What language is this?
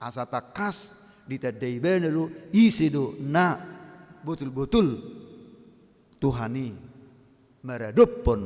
Batak Toba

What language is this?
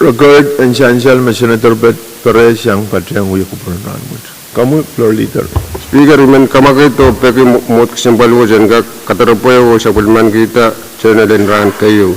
Pohnpeian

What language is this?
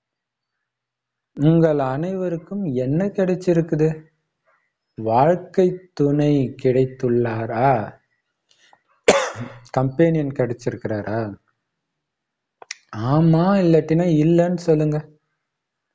Tamil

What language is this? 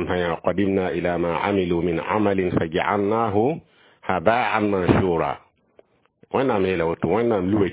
Mossi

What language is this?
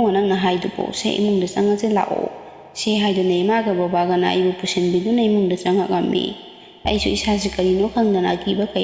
Manipuri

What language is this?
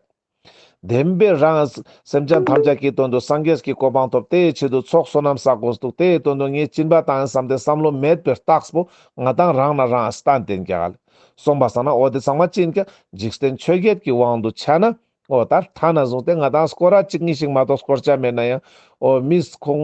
Ladakhi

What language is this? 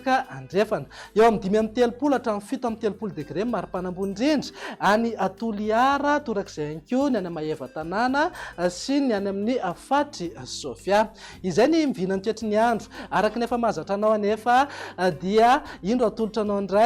Malagasy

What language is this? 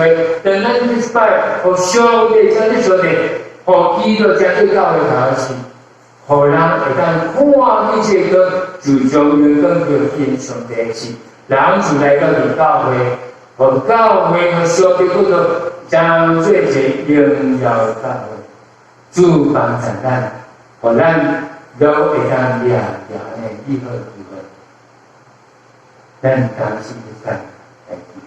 Min Nan Chinese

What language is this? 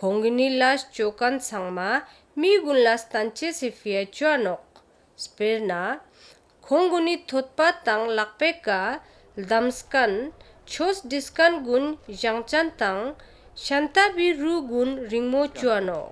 Ladakhi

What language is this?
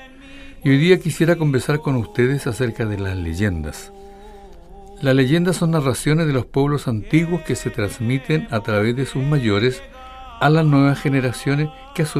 Spanish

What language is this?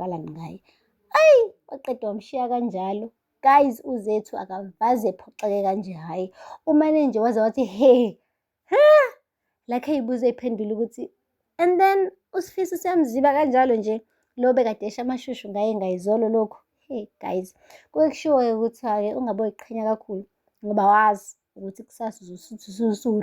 Zulu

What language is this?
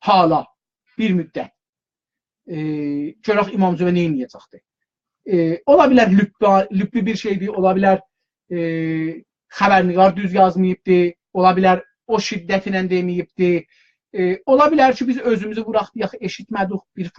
South Azerbaijani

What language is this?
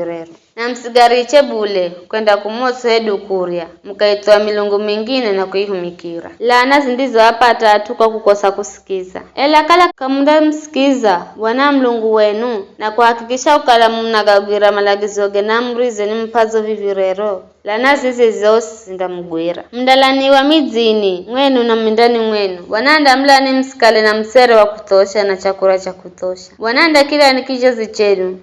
Giryama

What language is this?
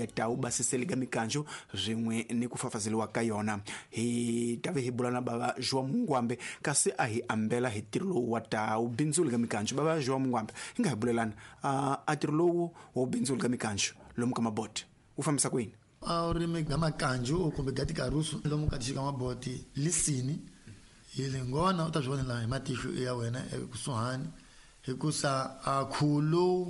Tsonga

